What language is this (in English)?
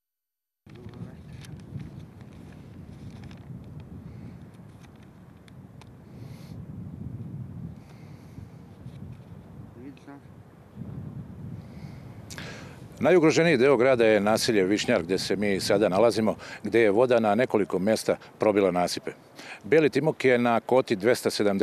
Serbian